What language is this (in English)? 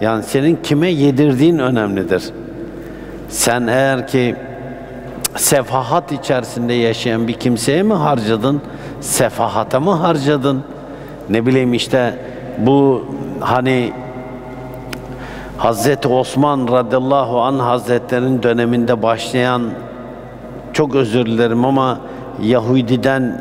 Turkish